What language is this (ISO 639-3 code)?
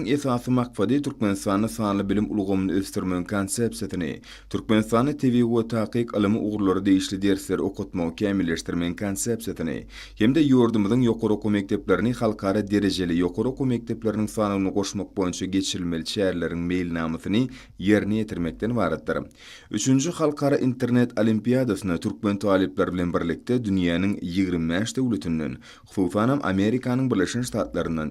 tuk